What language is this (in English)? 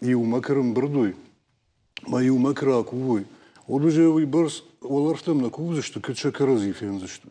Ossetic